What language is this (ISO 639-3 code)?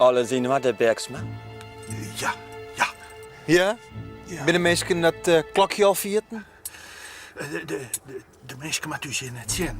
fry